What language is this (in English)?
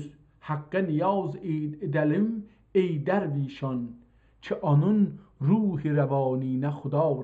South Azerbaijani